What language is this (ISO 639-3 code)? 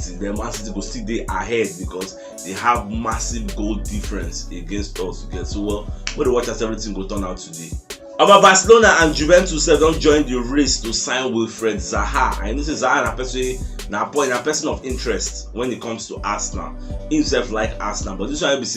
pcm